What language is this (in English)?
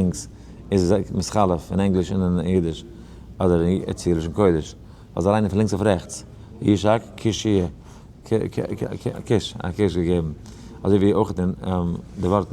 Yiddish